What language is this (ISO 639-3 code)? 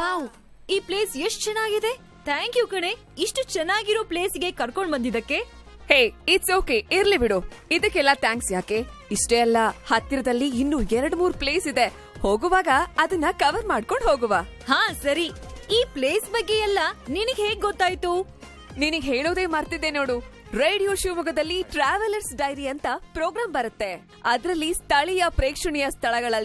kan